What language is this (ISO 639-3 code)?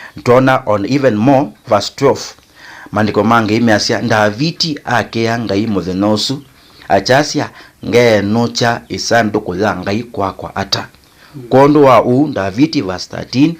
kam